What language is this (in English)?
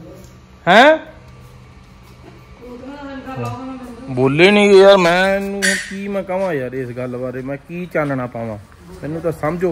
Punjabi